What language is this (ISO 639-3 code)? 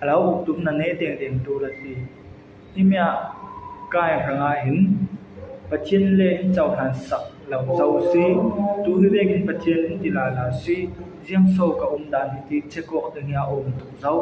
cfm